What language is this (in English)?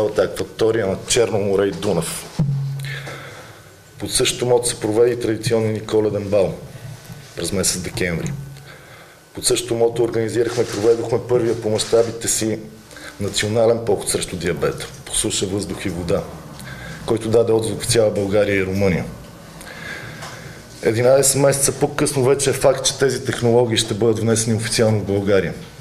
Bulgarian